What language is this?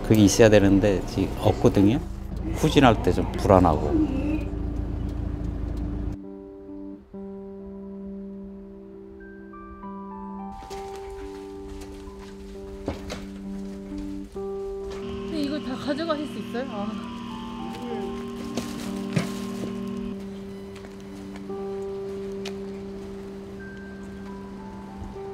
Korean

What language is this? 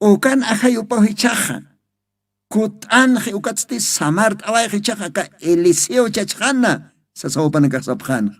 Aymara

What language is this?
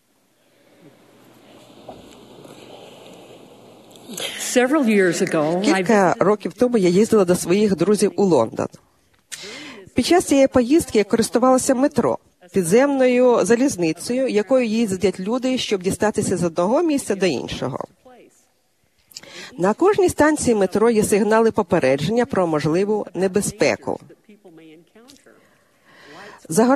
Ukrainian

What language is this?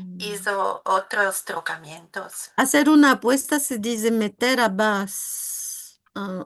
Ladino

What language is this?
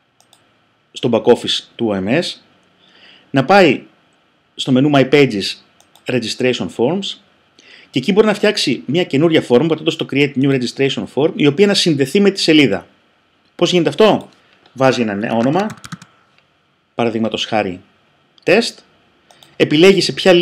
Greek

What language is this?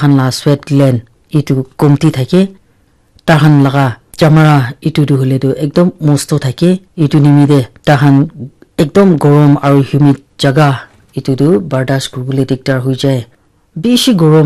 Naga Pidgin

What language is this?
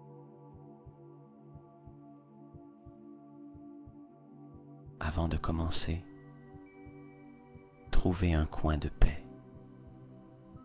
French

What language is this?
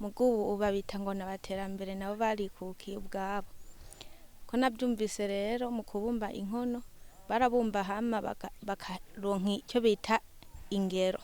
Rundi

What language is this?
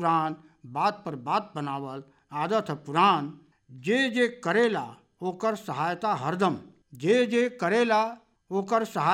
Bhojpuri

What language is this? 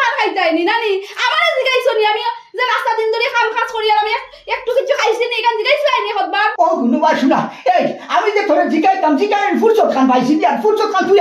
Sylheti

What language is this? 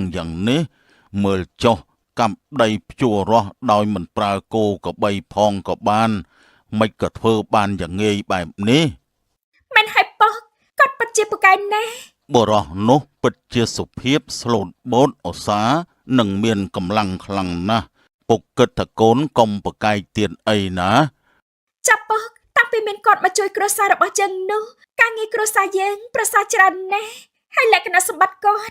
Khmer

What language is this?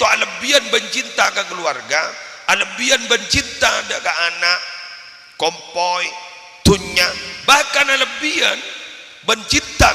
Madurese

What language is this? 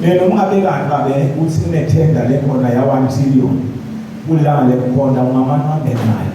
Zulu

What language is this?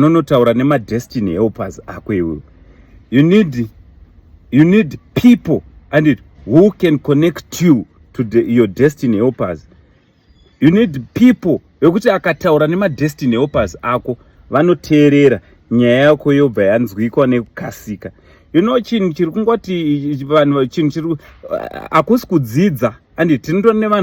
Shona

